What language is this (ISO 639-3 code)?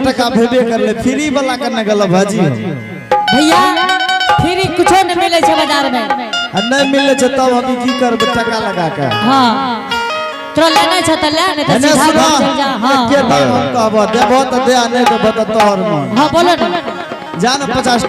anp